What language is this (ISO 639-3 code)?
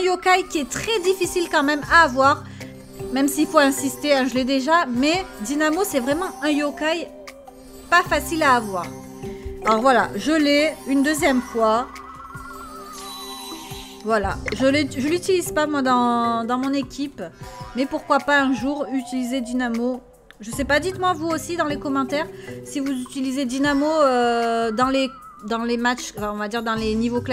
fra